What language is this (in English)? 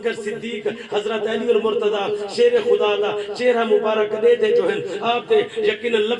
Saraiki